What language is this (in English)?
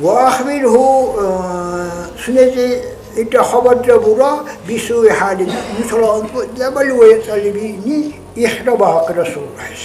Dargwa